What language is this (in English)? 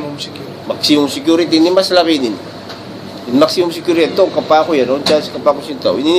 Tausug